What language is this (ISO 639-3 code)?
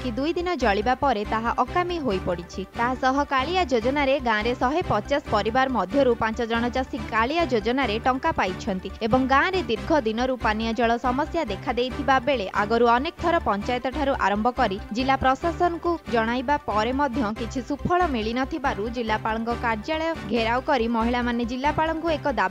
ori